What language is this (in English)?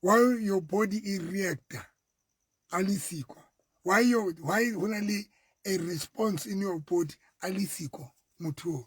Southern Sotho